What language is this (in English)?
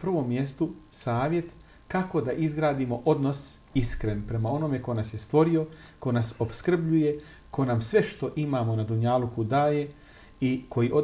Bosnian